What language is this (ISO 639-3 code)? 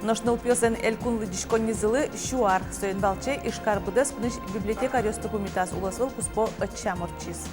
udm